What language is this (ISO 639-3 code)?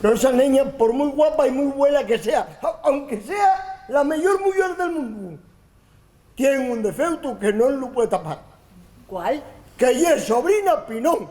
ast